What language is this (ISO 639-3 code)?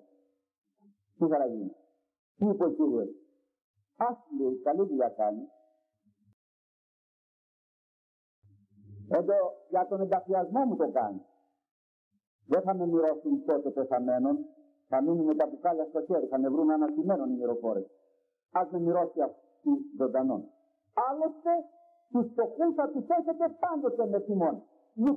ell